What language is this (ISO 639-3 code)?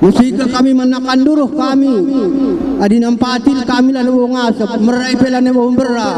btx